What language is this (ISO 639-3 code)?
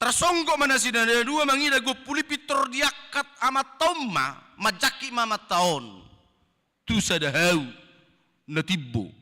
bbc